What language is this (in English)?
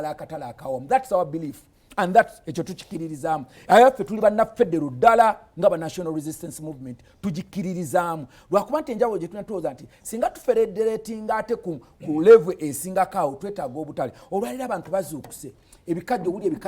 Ganda